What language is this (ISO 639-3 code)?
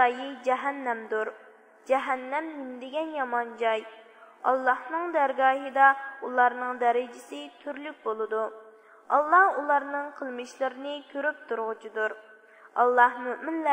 uig